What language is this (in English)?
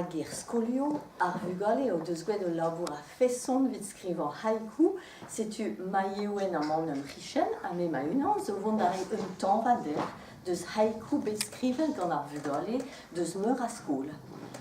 Breton